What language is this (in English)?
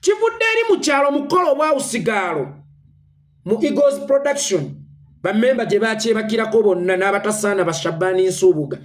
Ganda